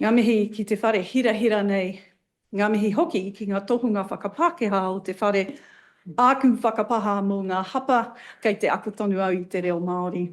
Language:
Māori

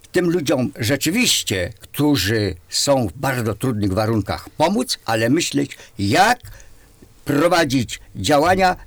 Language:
Polish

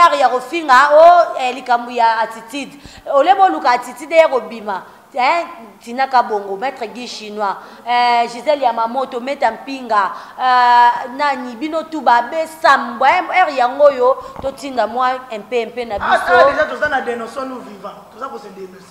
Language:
Lingala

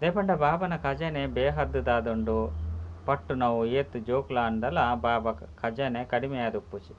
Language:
Tulu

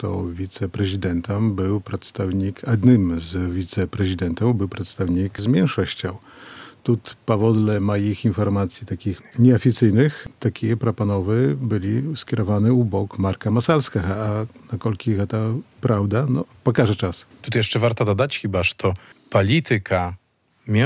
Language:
Belarusian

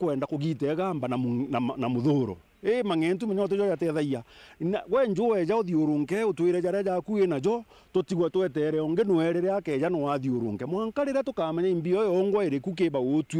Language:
Meru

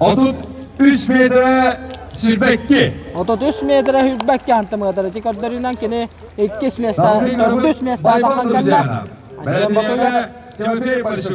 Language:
Yakut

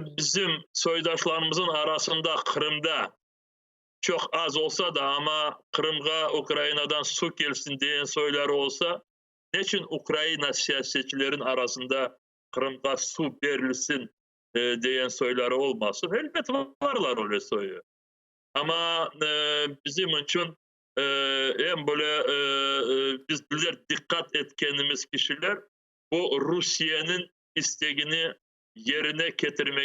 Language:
Crimean Tatar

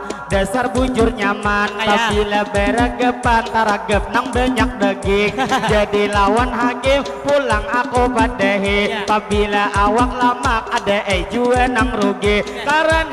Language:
Banjar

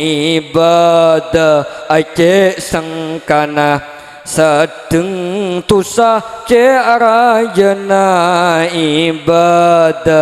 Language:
Madurese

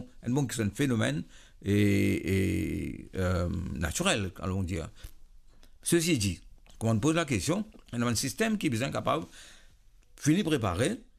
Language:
Morisyen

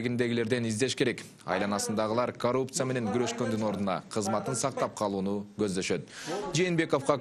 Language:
Kyrgyz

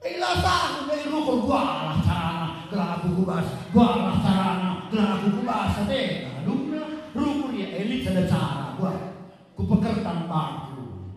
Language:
Batak Karo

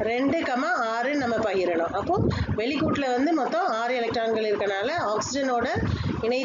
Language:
Tamil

